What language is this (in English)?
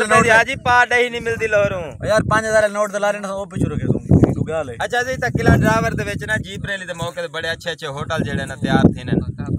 Saraiki